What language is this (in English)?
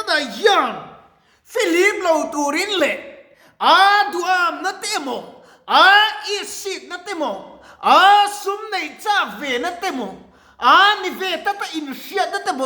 Mizo